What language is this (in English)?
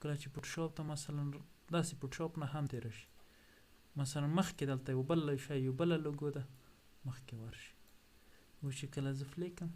Pashto